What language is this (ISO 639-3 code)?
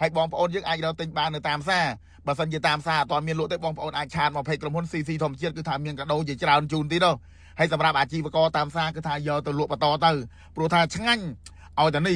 khm